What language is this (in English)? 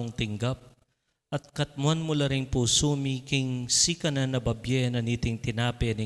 Pampanga